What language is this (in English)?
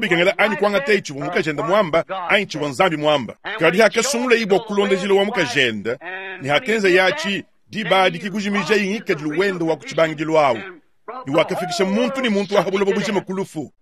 Luba-Lulua